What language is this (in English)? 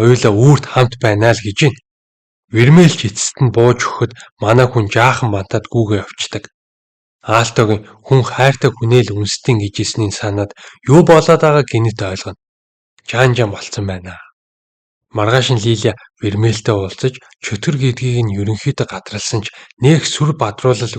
Mongolian